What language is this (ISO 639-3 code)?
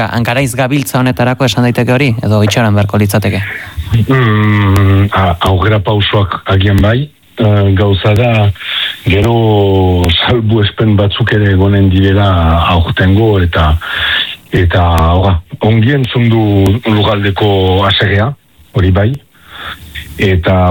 eus